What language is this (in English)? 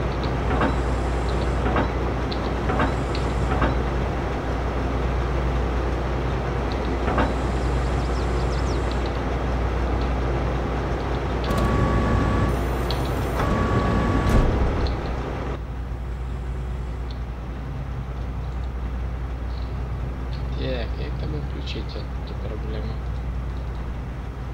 Ukrainian